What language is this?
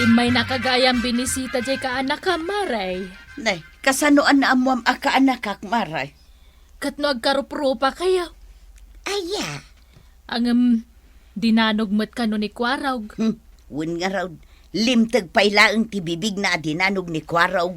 Iloko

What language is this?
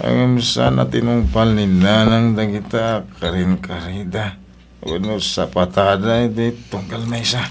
Iloko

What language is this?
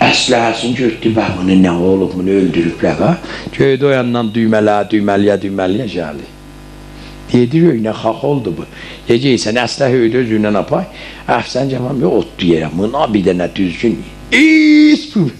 South Azerbaijani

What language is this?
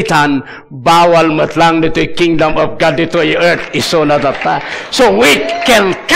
Iloko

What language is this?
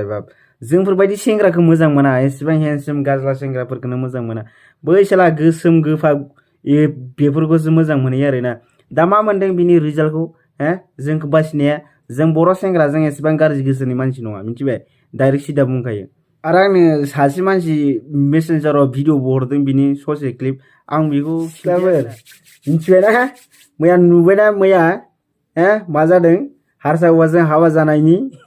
Bodo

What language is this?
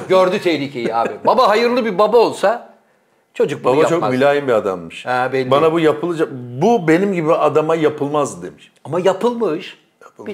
Turkish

